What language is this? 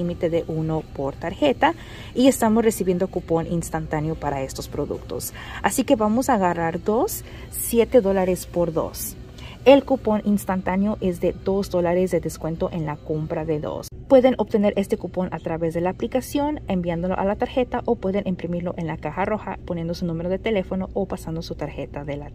Spanish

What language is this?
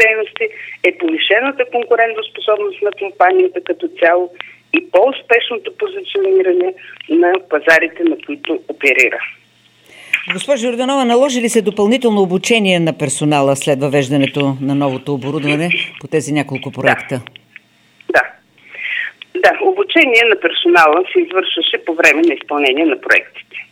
Bulgarian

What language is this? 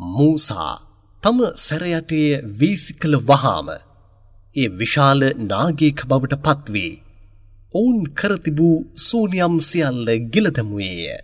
Sinhala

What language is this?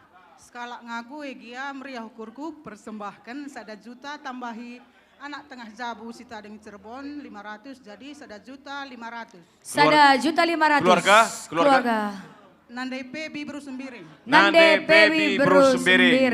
Batak Karo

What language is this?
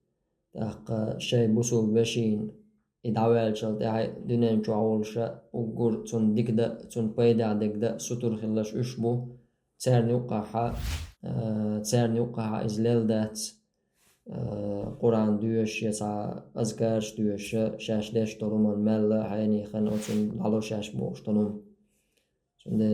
Chechen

